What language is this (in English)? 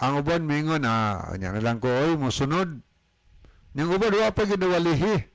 Cebuano